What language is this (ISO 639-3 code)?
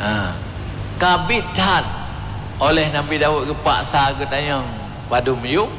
ace